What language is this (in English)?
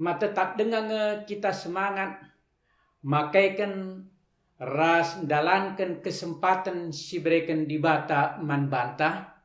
Batak Karo